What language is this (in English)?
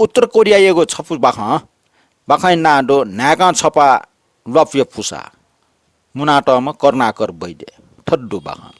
Newari